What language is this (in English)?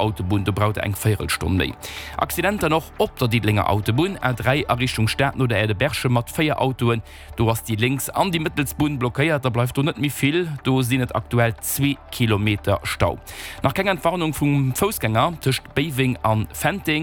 Luxembourgish